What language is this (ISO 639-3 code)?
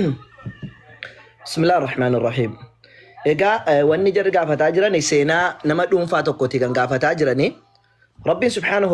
orm